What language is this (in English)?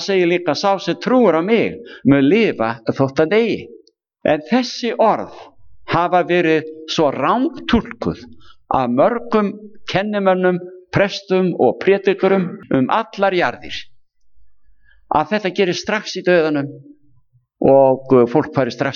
Icelandic